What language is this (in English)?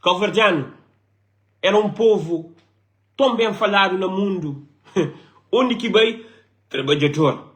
Kabuverdianu